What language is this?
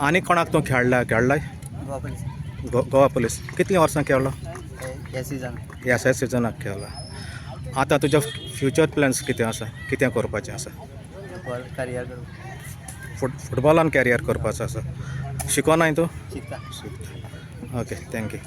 Konkani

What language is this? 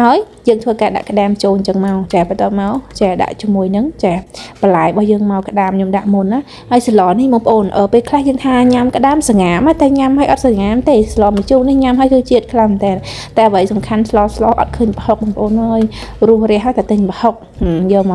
Khmer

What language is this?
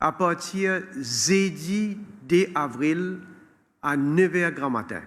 Morisyen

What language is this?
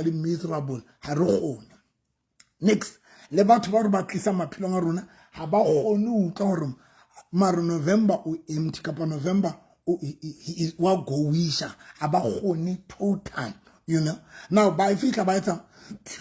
Southern Sotho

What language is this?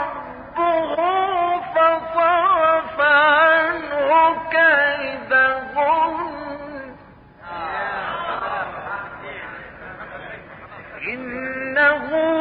Arabic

